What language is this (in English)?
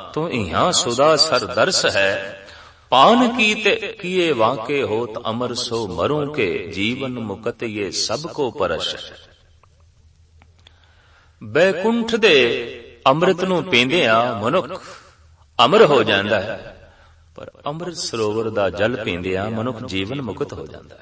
Punjabi